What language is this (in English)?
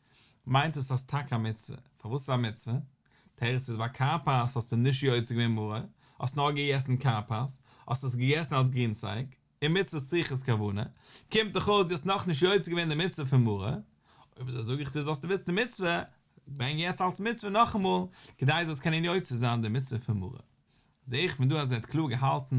Yiddish